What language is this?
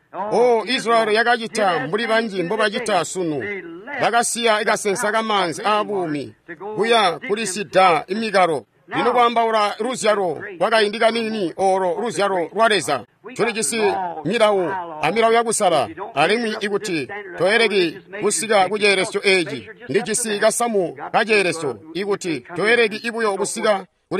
Tonga (Zambia)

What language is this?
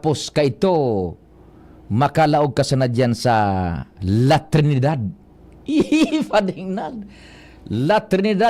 Bikol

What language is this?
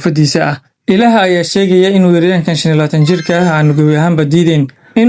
Somali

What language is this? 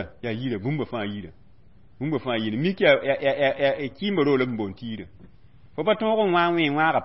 Mossi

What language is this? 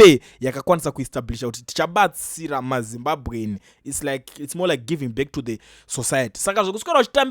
Shona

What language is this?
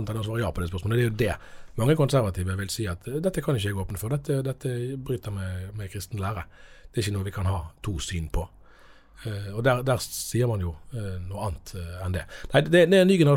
Norwegian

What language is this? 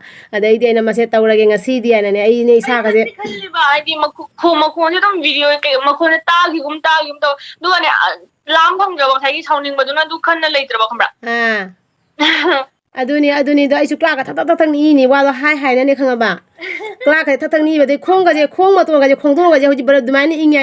Manipuri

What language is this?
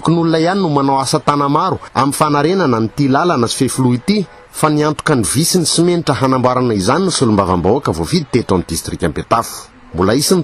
Malagasy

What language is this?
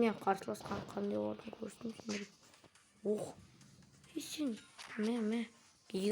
Kazakh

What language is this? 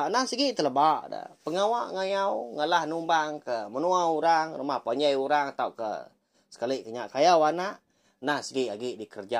Iban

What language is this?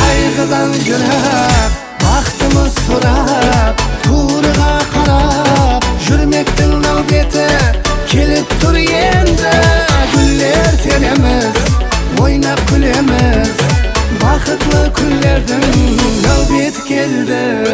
Kara-Kalpak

